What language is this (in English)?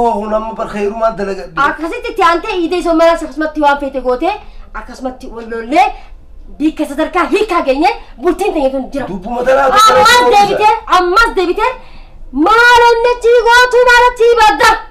Oromo